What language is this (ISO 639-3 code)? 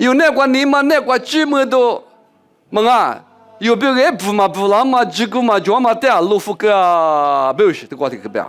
lis